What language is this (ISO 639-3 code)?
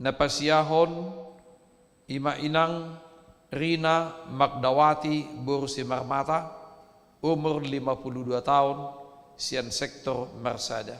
bbc